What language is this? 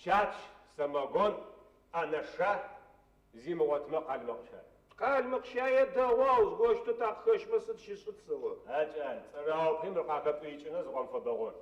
Adyghe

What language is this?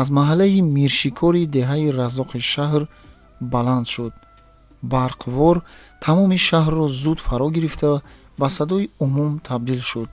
Tajik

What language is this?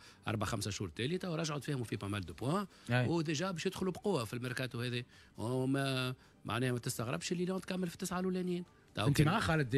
Tunisian Arabic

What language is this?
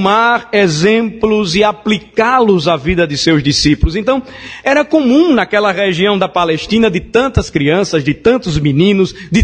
Portuguese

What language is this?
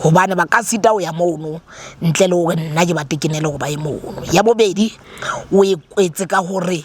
Southern Sotho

